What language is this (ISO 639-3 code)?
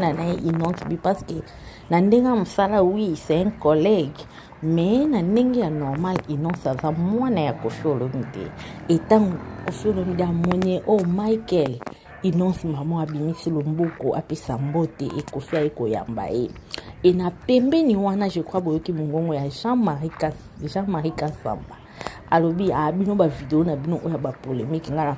lin